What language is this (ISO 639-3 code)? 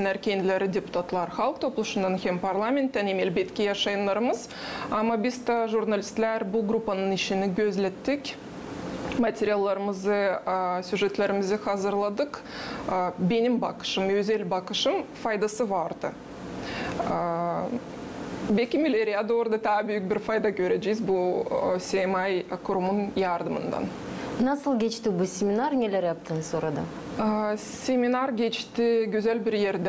gag